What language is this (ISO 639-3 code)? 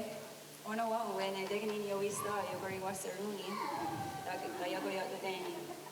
moh